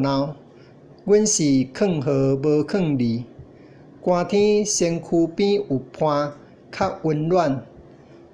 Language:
Min Nan Chinese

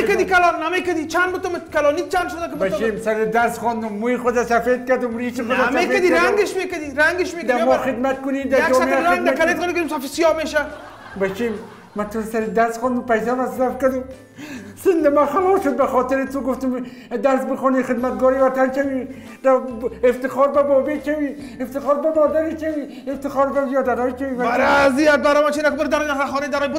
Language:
Pashto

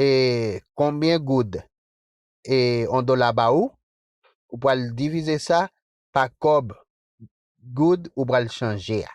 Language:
Haitian Creole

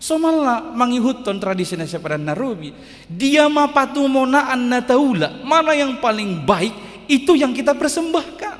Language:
Batak Toba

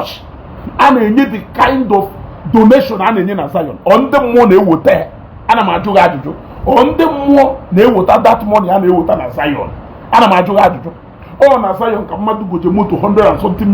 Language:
Igbo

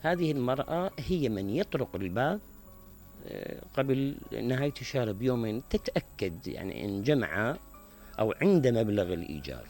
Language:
Mesopotamian Arabic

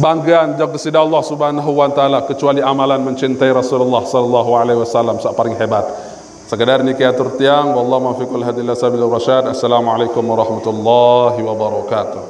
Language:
Sasak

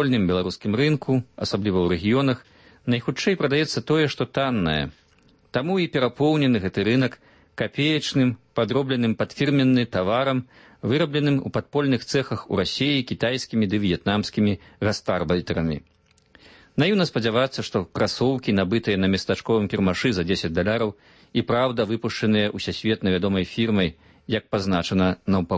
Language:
Belarusian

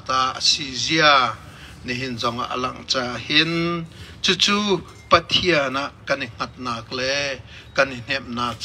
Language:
Hakha Chin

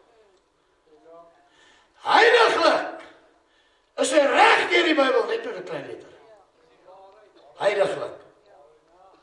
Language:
Afrikaans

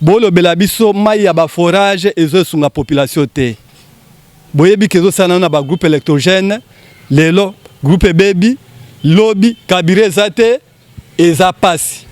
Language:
Lingala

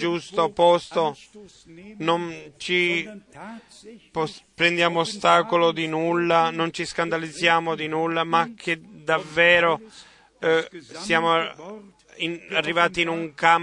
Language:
Italian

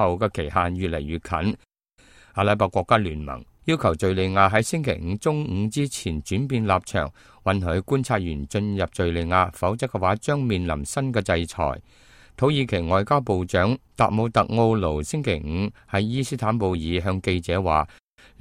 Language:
Cantonese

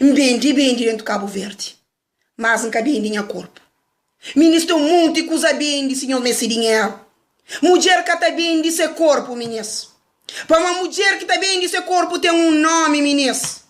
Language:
Kabuverdianu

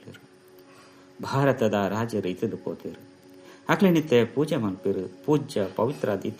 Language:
Tulu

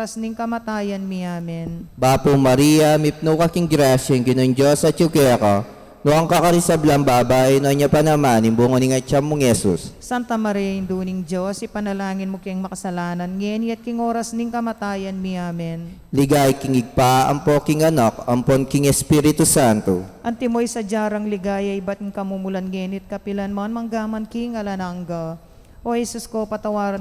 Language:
Pampanga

